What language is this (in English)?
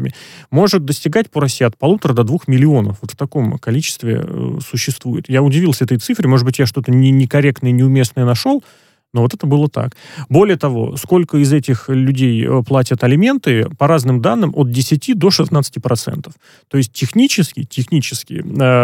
Russian